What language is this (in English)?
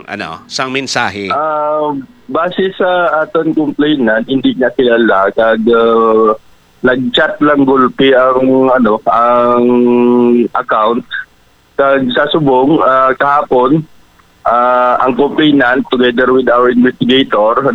Hiligaynon